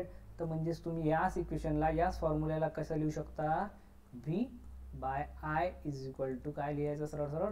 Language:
Marathi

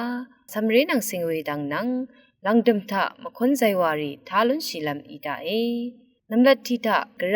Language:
Rawang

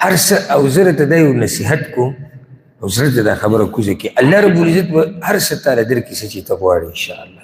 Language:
Pashto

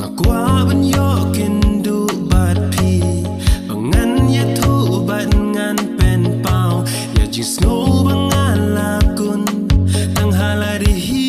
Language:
Khasi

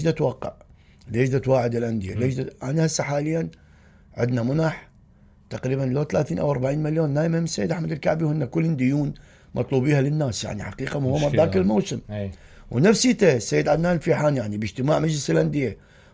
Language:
Mesopotamian Arabic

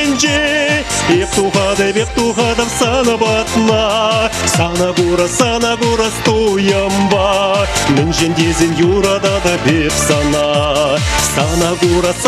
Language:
Chuvash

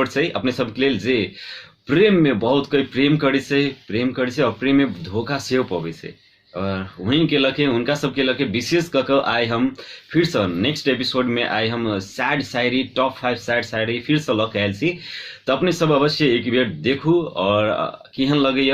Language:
Maithili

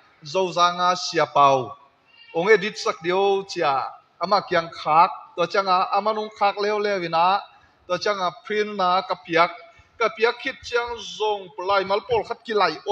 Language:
Tedim Chin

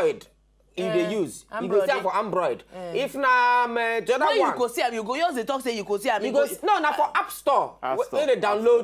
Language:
Nigerian Pidgin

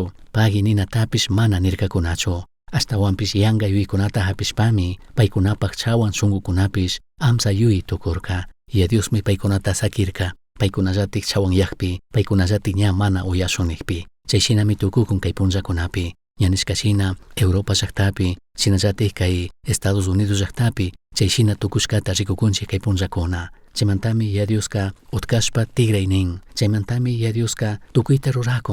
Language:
Chimborazo Highland Quichua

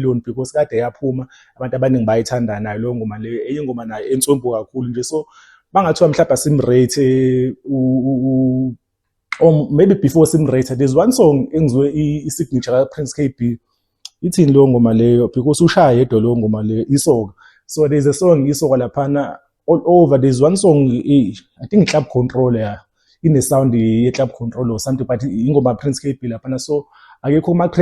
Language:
Zulu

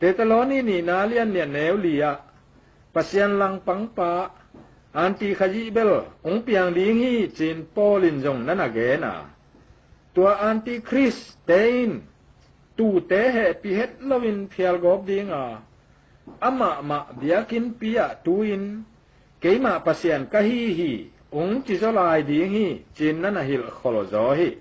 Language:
Tedim Chin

